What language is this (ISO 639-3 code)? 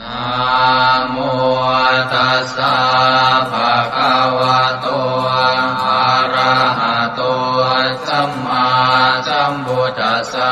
pli